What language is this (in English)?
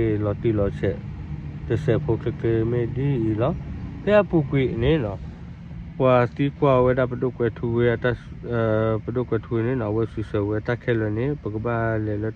S'gaw Karen